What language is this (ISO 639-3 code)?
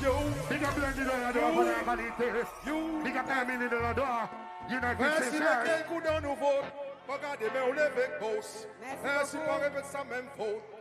crs